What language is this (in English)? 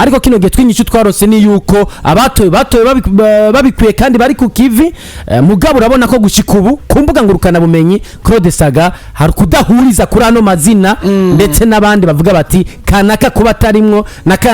Rundi